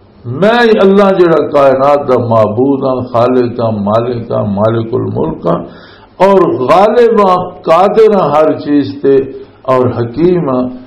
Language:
Western Panjabi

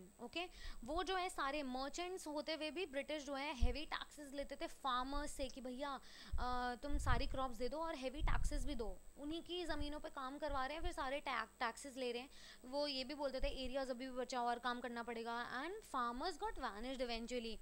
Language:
Hindi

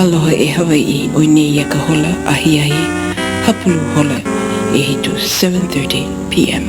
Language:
Hawaiian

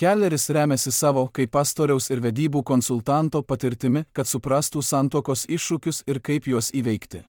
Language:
Lithuanian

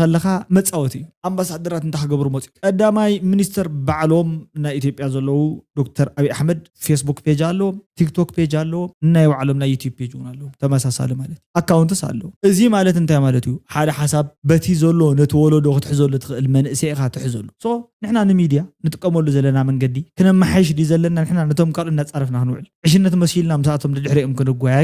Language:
Tigrinya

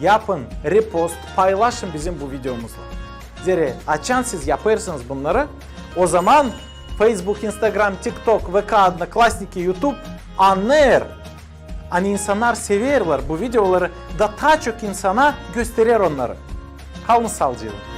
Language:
Gagauz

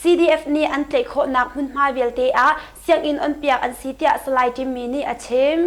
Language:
Hakha Chin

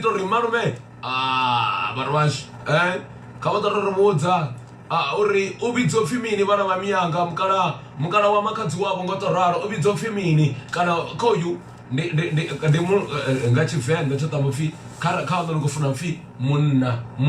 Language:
Venda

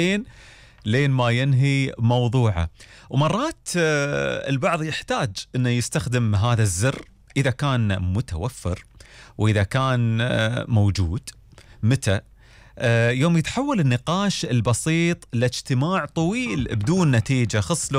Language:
Gulf Arabic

